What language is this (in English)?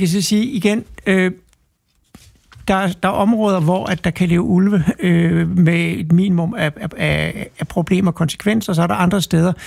Danish